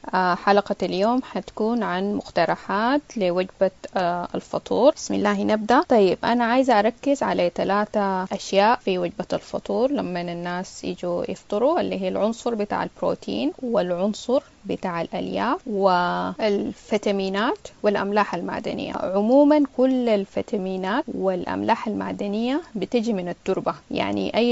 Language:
Sudanese Arabic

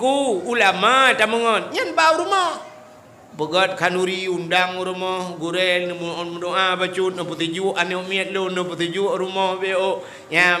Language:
Achinese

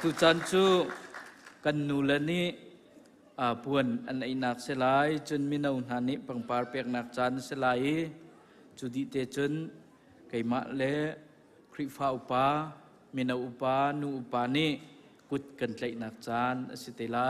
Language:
Hakha Chin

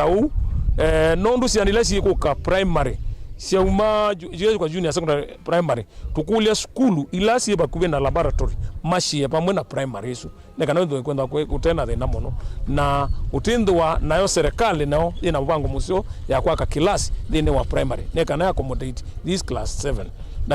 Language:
Kamba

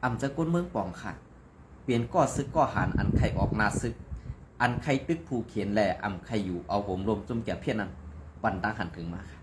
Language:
Shan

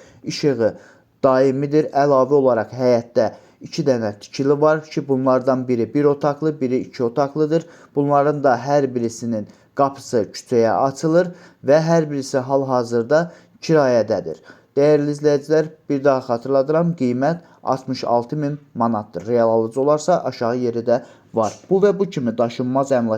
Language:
Azerbaijani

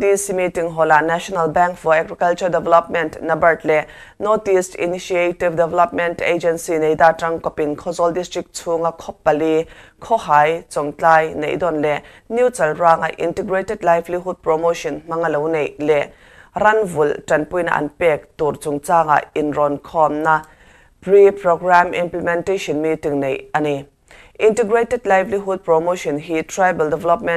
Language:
Mizo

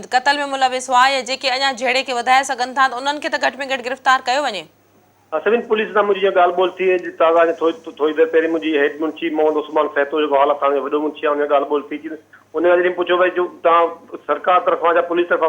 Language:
Sindhi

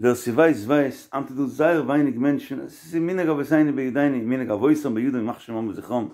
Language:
Yiddish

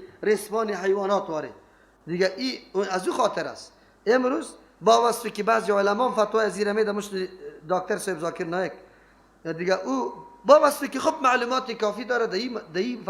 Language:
Persian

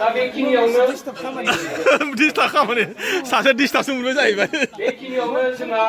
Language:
Bodo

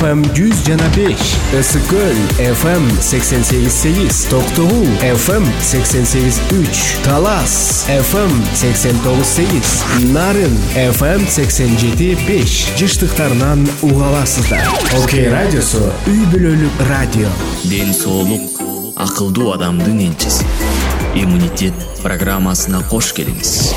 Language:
Kyrgyz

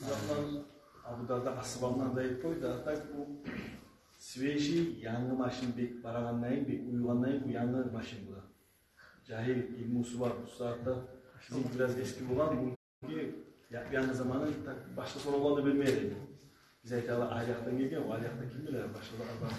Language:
Kumyk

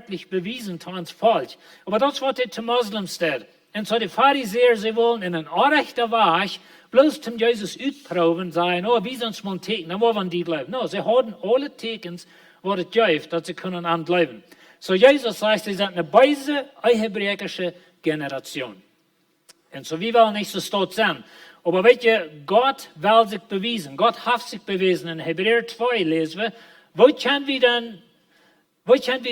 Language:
Plautdietsch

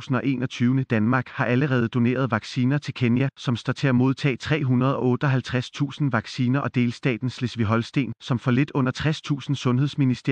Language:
Danish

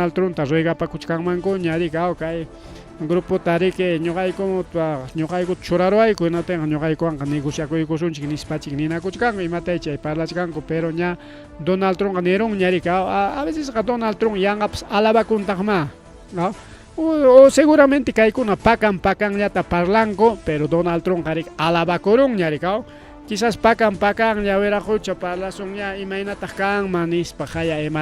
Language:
Ayacucho Quechua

